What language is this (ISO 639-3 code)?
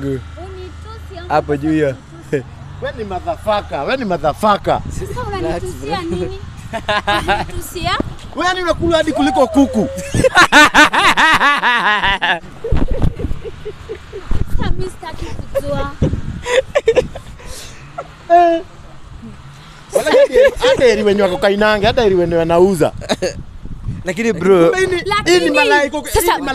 swa